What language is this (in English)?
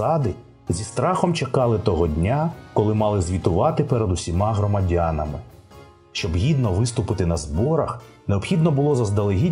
Ukrainian